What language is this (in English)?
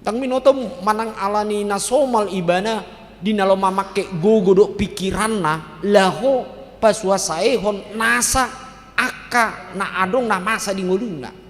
Batak Toba